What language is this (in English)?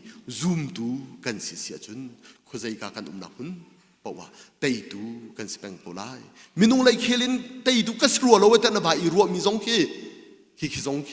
Hakha Chin